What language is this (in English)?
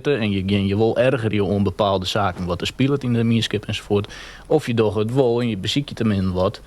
Western Frisian